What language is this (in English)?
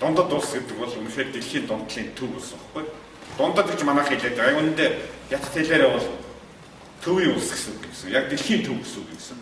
Mongolian